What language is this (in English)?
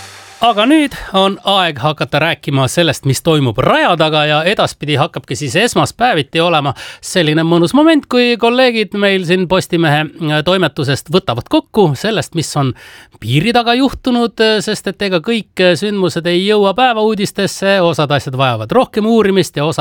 Estonian